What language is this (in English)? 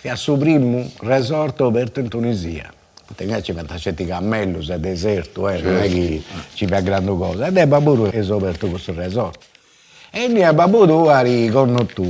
Sardinian